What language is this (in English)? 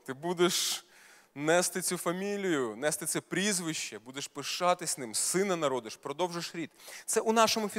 Ukrainian